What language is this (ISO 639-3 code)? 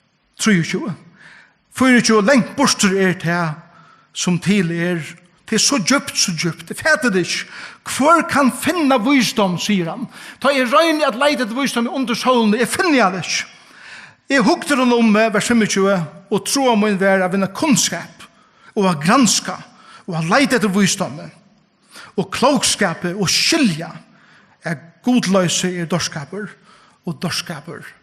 fao